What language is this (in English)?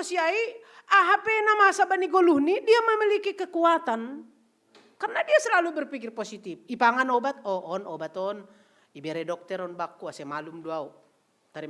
Batak Simalungun